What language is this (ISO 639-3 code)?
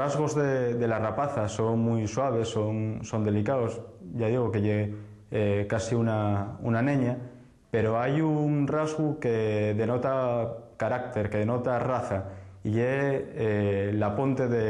ast